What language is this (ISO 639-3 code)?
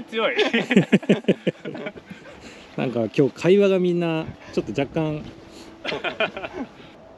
jpn